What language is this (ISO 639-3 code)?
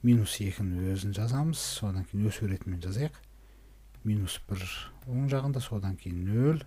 kir